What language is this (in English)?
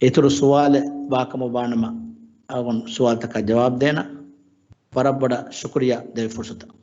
Divehi